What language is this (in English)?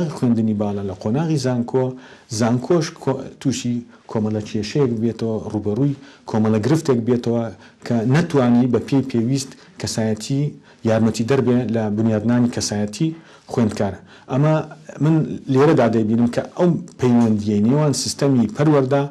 Central Kurdish